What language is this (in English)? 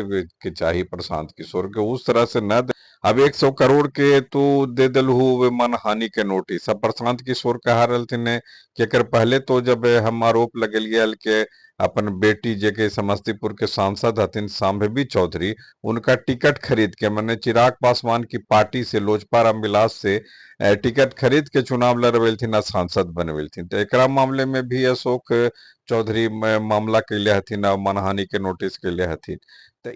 Magahi